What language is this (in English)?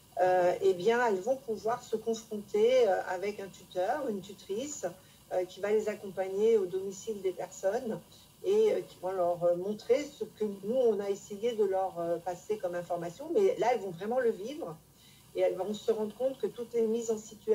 French